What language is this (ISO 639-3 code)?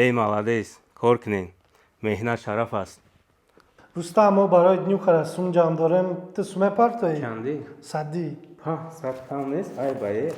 tgk